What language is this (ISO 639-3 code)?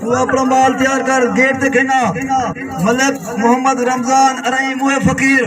skr